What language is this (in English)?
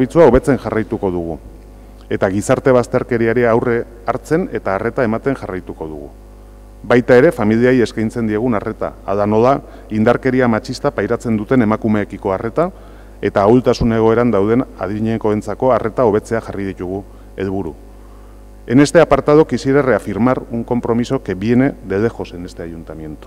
Basque